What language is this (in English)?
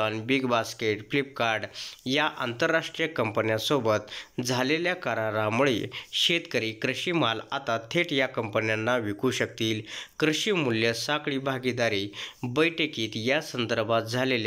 Marathi